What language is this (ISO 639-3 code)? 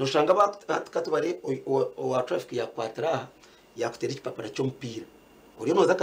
nyn